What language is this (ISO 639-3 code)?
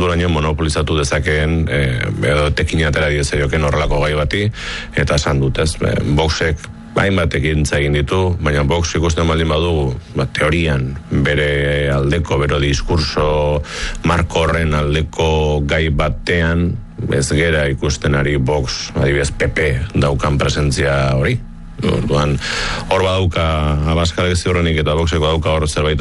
eus